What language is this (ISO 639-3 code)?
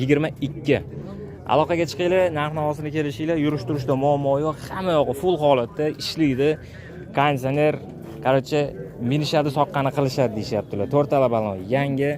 uzb